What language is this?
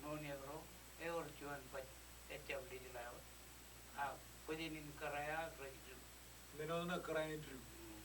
Marshallese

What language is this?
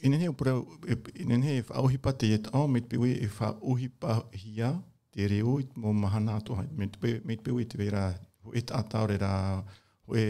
Tahitian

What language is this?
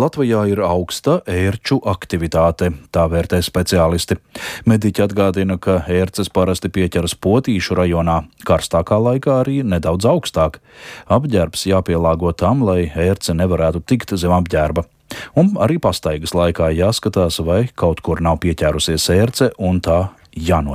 Latvian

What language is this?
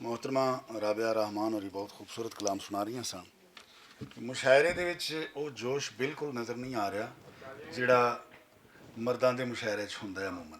Western Panjabi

